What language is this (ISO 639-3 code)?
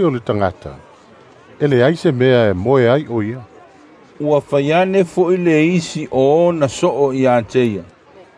smo